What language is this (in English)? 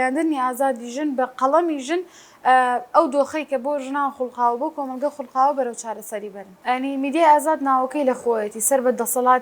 Central Kurdish